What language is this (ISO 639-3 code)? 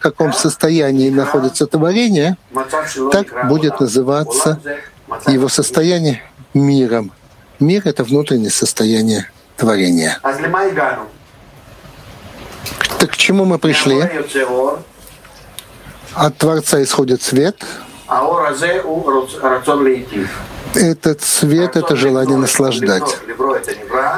rus